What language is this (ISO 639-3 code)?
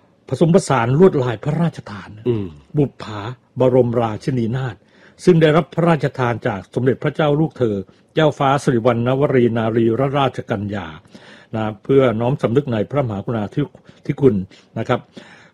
tha